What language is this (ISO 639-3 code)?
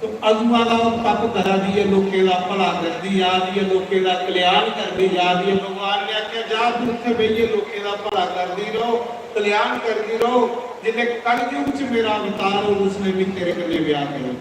doi